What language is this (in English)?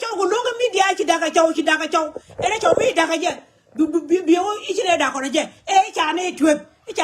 Nuer